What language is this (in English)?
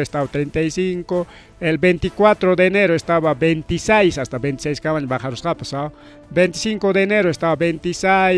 Ayacucho Quechua